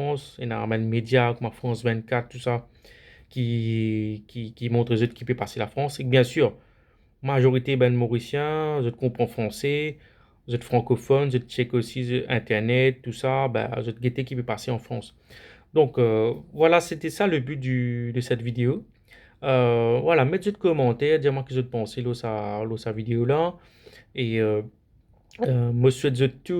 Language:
Morisyen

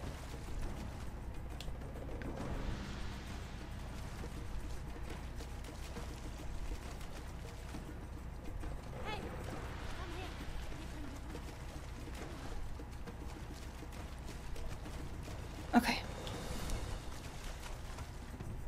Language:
German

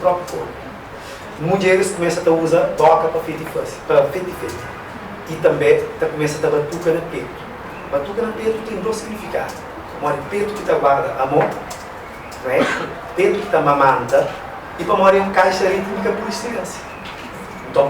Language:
Kabuverdianu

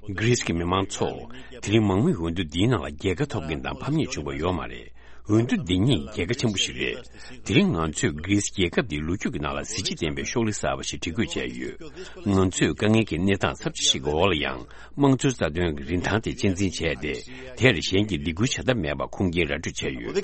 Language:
Tibetan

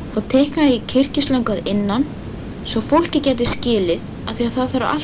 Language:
Icelandic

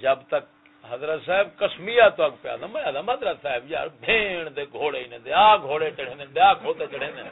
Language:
Saraiki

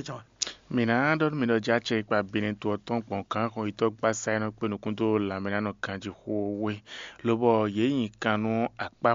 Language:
Fon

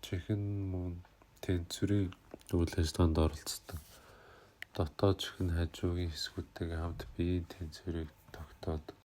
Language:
Mongolian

